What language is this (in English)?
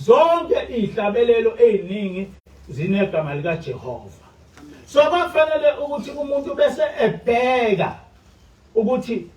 Zulu